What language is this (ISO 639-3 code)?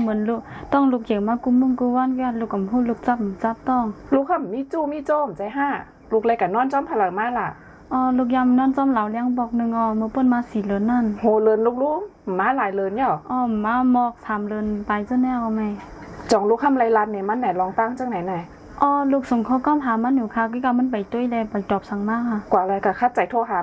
shn